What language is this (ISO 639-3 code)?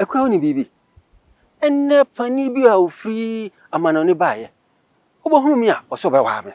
aka